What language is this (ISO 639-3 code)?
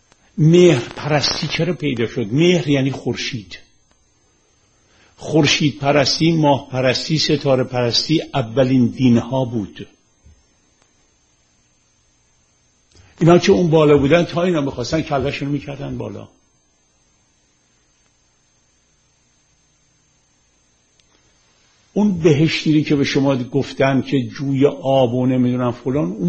fas